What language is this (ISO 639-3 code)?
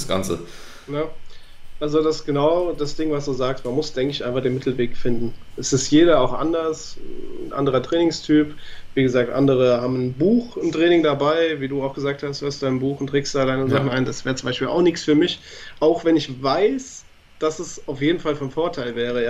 deu